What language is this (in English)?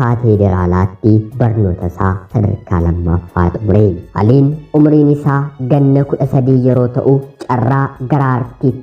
Oromo